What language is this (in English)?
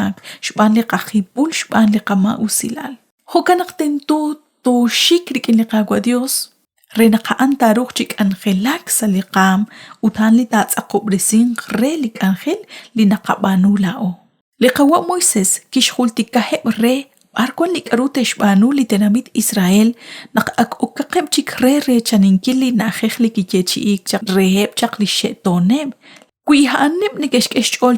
Kekchí